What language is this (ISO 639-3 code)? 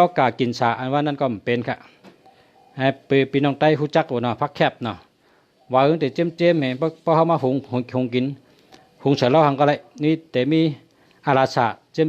shn